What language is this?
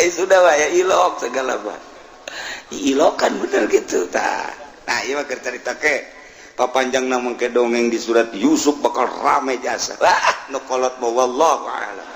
Sundanese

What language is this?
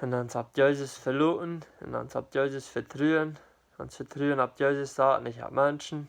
Plautdietsch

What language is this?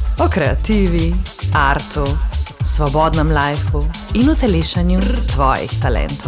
Slovenian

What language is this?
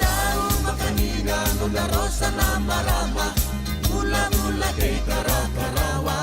Fijian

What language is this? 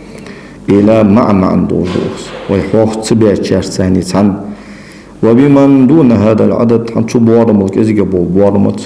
Ingush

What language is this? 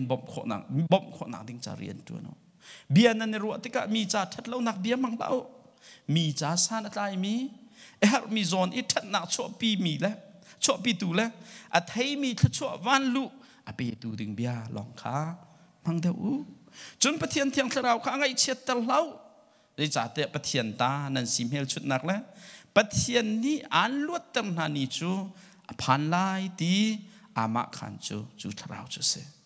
Hakha Chin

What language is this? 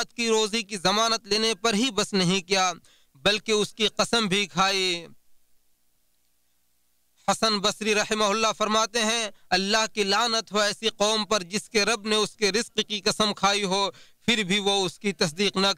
Urdu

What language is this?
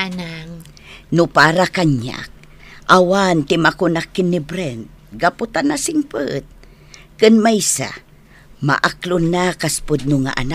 Iloko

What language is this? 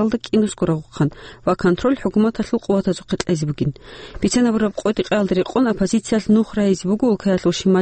Avaric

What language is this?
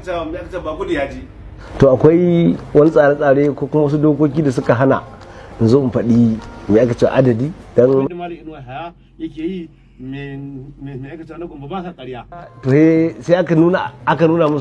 Hausa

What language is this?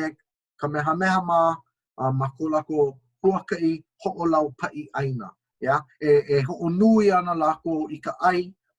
Hawaiian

